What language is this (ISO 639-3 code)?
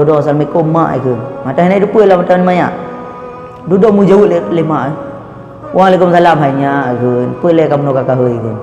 ace